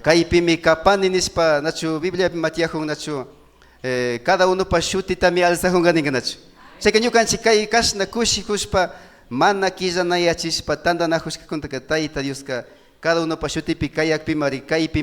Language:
Imbabura Highland Quichua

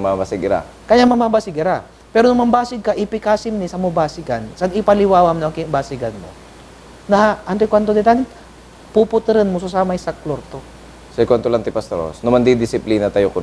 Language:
Pangasinan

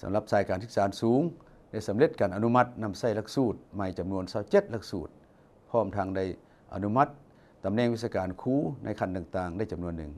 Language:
Lao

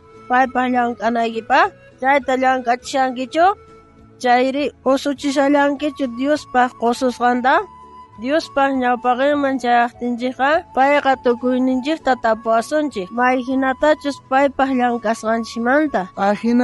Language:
South Bolivian Quechua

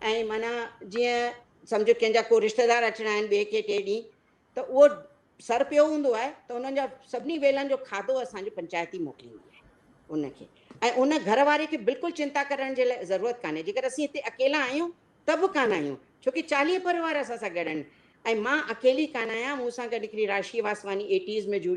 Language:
Sindhi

